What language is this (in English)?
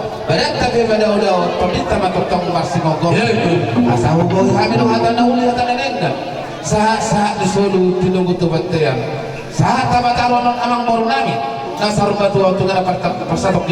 Batak Toba